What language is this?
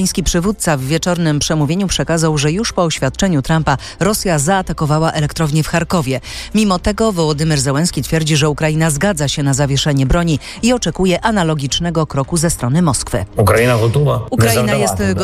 Polish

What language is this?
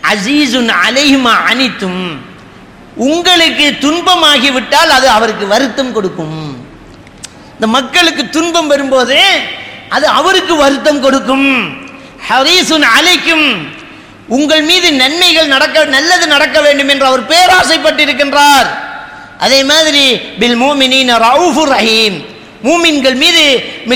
Tamil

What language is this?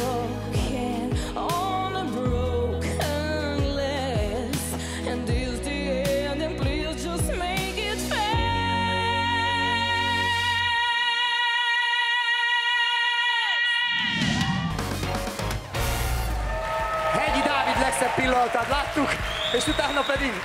Hungarian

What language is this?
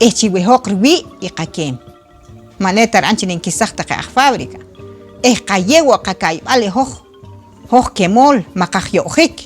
Poqomchi'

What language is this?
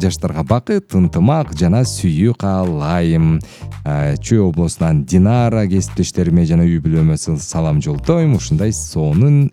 Kyrgyz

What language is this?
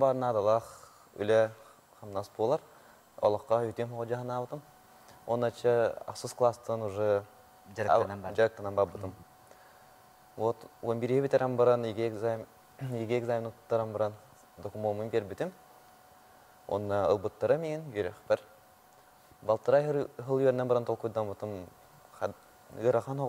Yakut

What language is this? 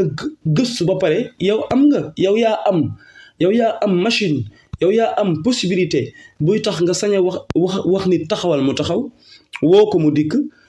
Wolof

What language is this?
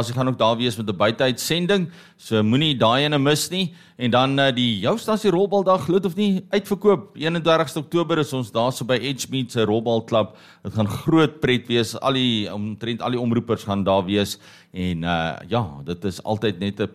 Afrikaans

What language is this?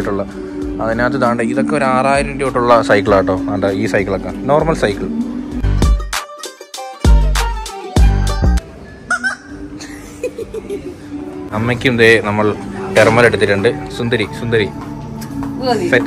Malayalam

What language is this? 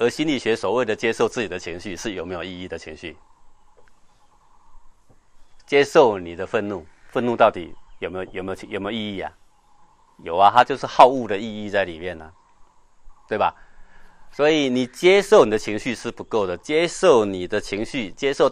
Chinese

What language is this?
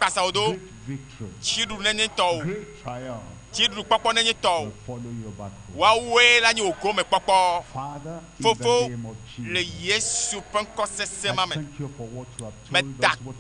Ewe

